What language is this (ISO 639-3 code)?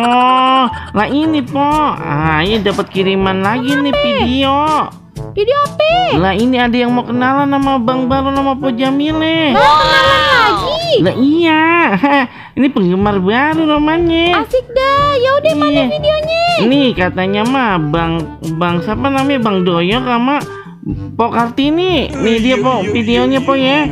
bew